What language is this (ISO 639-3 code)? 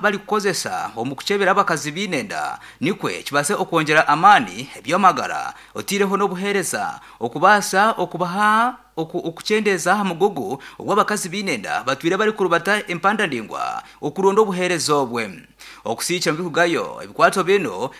nyn